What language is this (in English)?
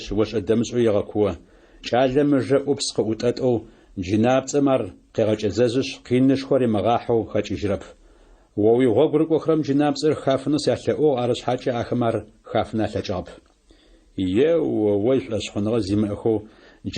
Adyghe